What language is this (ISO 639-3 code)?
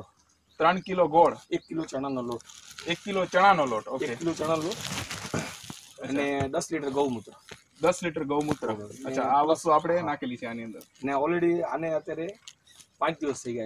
guj